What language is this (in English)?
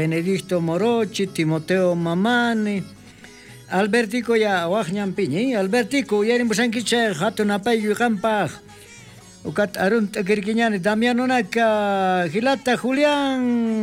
South Bolivian Quechua